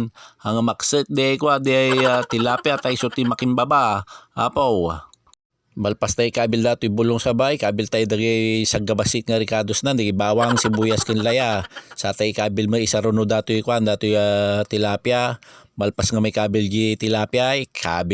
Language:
Iloko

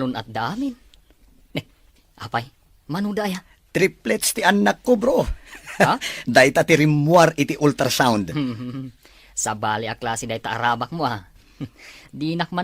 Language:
Iloko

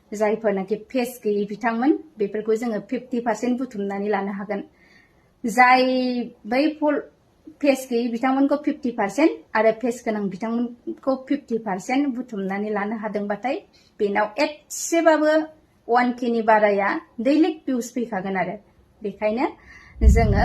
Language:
Bodo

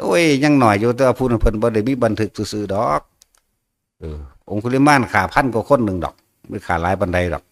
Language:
Northeastern Thai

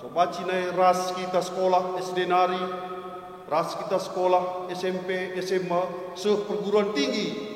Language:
Batak Karo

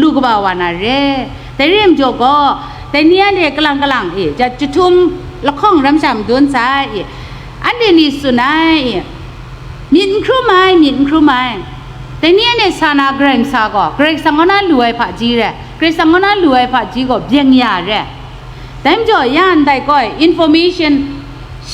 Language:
Kachin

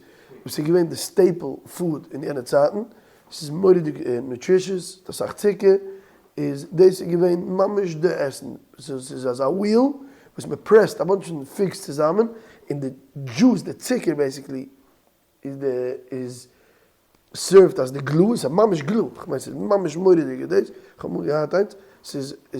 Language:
Yiddish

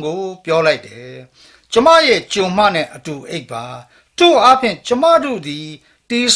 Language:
Burmese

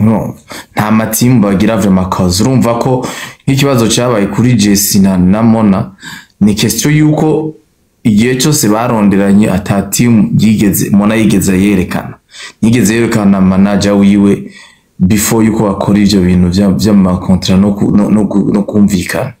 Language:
Rundi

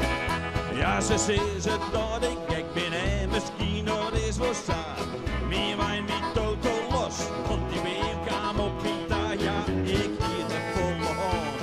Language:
Western Frisian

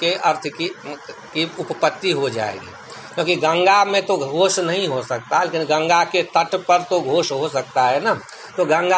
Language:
Hindi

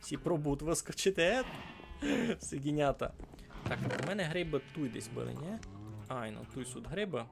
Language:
Rusyn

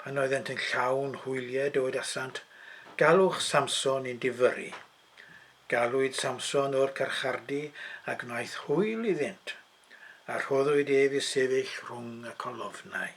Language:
Welsh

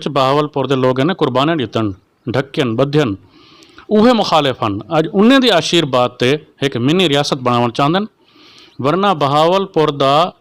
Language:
Saraiki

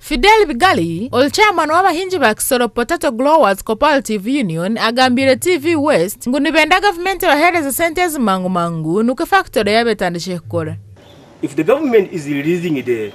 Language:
Nyankole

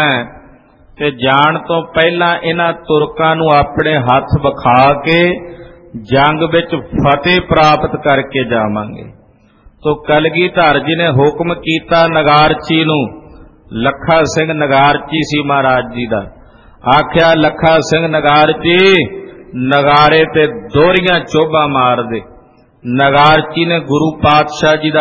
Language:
Punjabi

